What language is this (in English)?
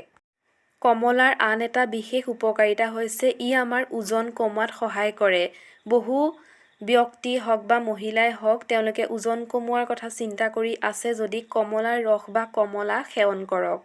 Assamese